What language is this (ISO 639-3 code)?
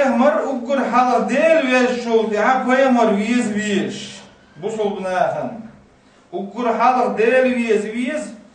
che